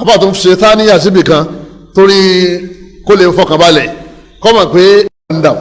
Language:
Yoruba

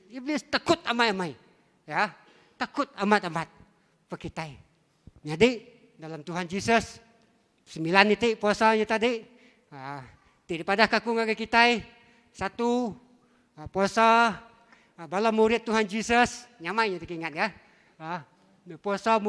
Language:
Iban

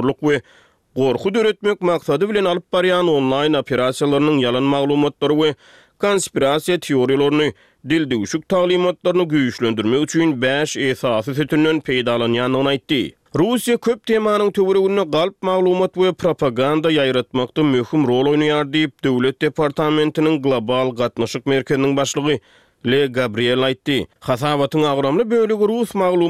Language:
Turkmen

